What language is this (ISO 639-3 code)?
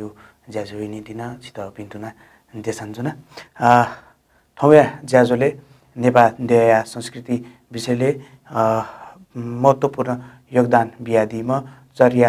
new